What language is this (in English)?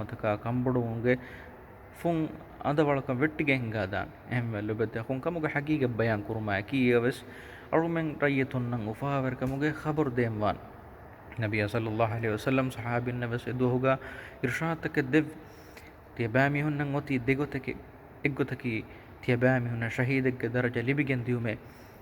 Divehi